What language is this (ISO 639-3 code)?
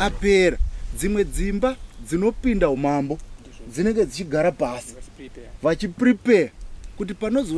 sna